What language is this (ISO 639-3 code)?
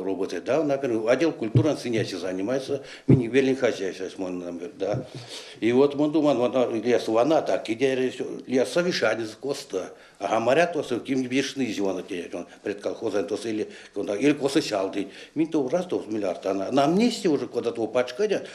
myv